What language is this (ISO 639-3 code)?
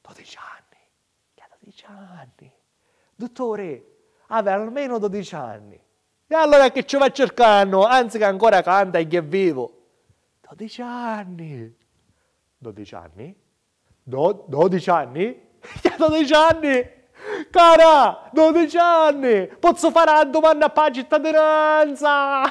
scn